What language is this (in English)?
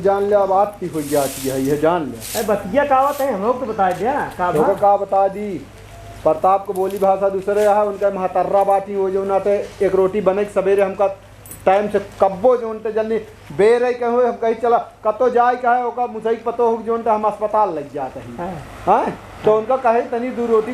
Awadhi